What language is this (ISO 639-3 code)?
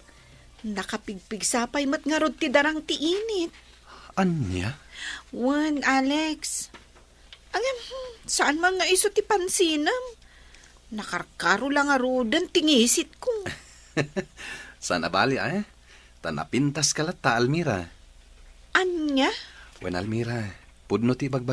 ilo